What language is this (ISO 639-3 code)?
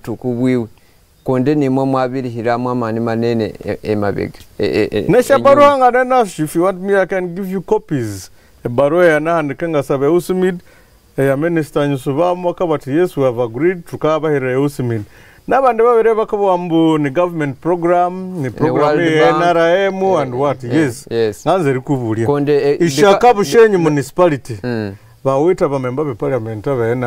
nyn